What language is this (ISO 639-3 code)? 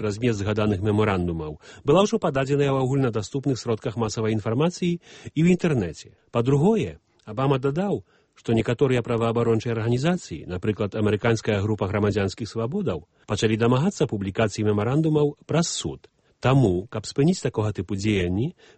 bel